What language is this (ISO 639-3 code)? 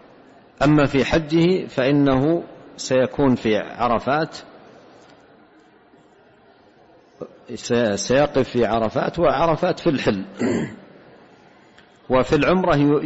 ara